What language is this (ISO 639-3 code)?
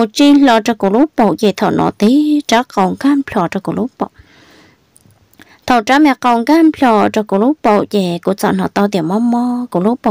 vie